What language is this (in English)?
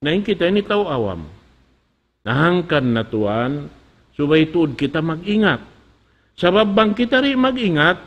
Tausug